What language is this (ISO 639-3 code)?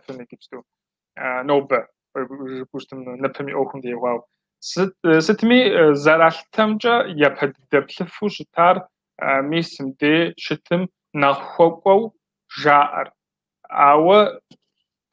kbd